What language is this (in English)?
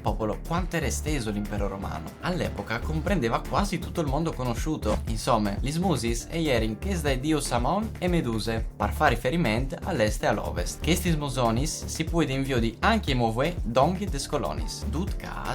Friulian